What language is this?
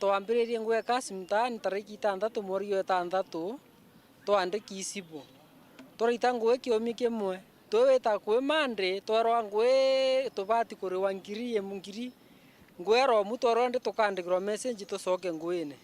Meru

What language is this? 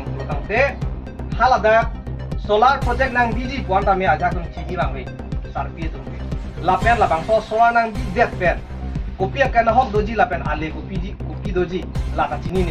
Karbi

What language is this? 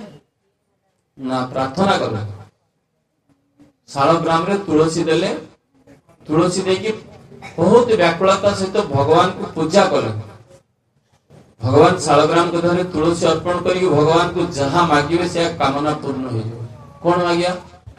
Odia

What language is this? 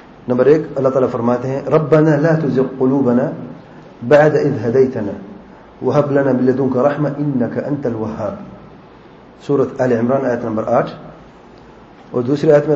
Urdu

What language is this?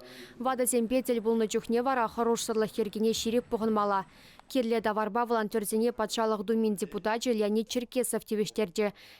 Chuvash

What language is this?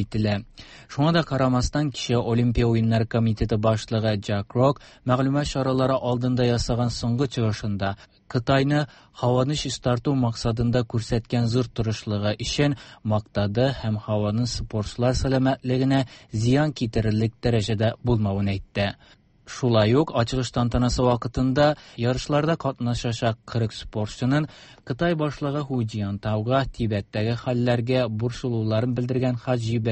Tatar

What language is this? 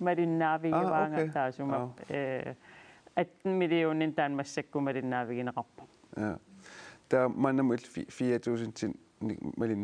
Kalaallisut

